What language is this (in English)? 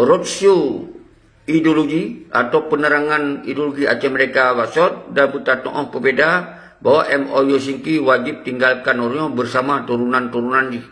Achinese